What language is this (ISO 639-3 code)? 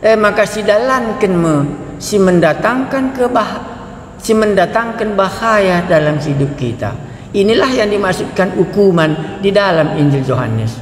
btx